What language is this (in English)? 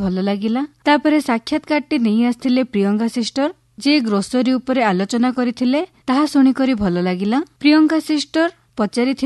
Odia